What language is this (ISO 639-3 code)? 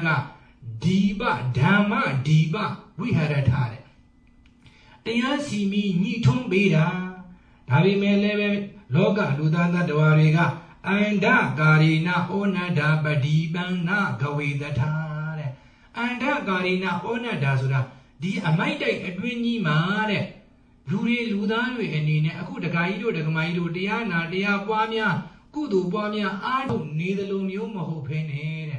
mya